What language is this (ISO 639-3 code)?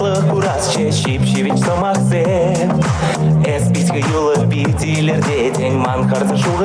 chv